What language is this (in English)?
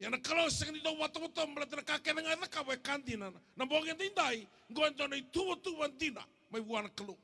Fijian